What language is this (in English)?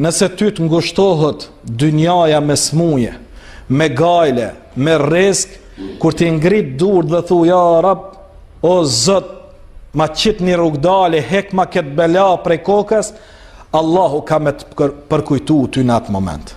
Albanian